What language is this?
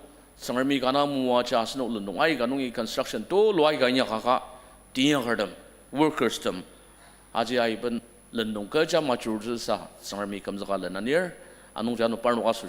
Ao Naga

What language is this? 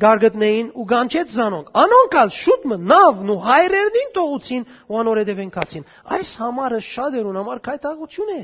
Western Armenian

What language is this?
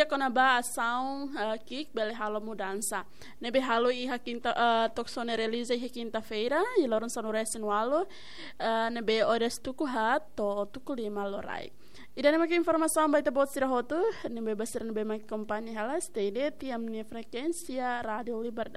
Tetum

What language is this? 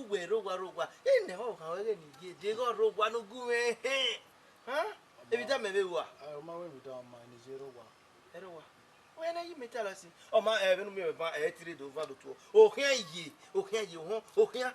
Bini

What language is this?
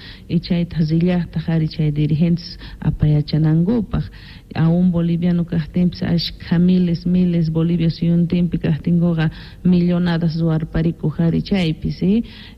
South Bolivian Quechua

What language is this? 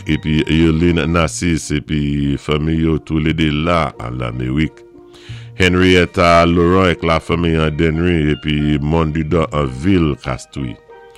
Saint Lucian Creole French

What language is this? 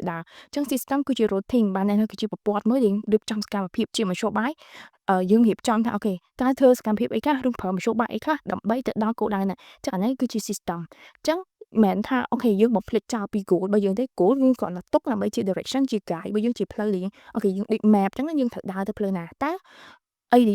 Khmer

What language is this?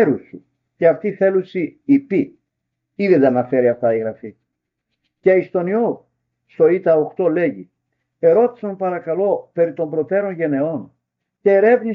Greek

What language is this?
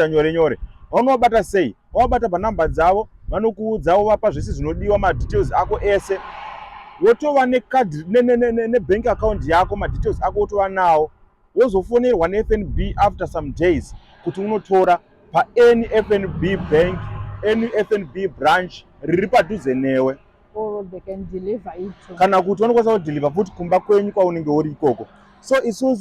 Shona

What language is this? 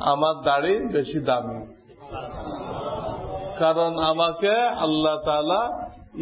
Bangla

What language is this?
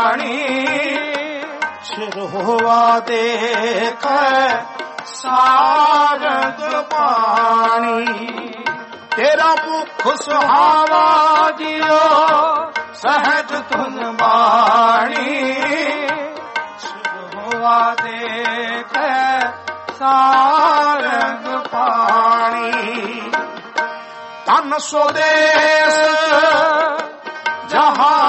Punjabi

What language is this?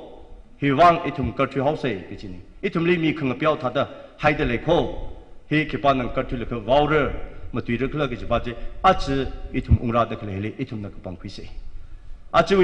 Tangkhul Naga (India)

